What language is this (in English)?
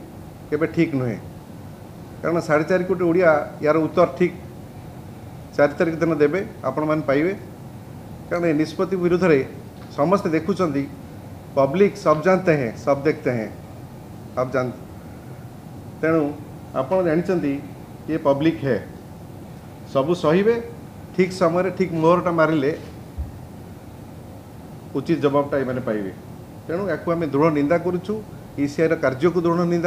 Odia